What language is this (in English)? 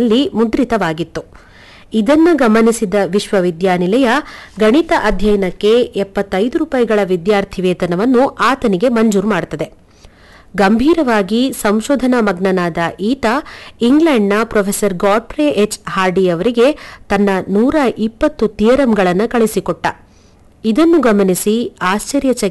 Kannada